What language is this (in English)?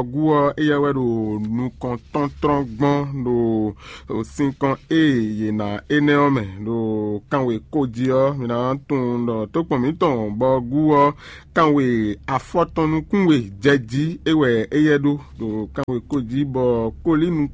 Fon